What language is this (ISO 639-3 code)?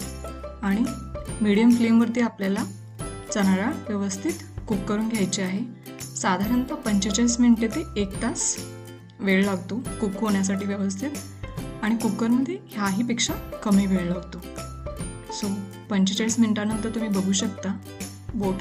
mar